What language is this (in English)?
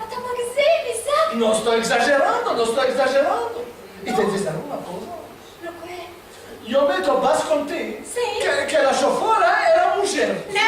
Ladino